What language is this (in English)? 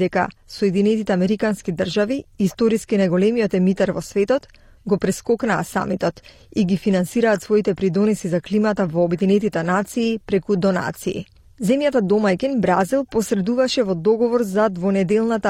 Macedonian